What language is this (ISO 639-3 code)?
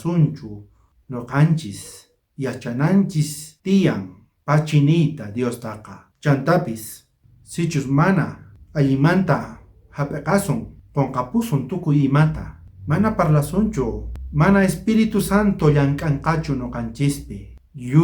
quh